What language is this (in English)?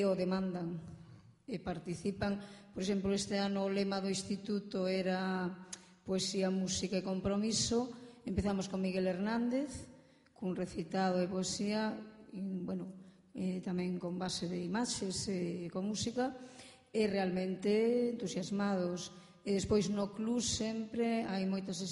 Galician